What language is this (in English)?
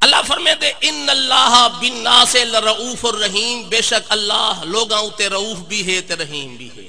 Saraiki